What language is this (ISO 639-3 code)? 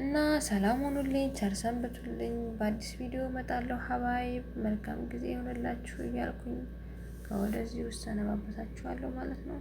amh